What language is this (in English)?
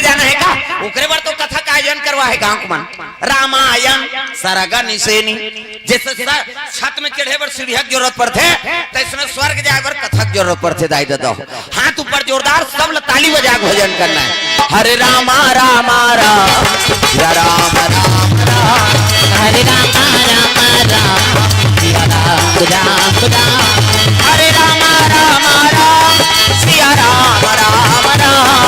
Chhattisgarhi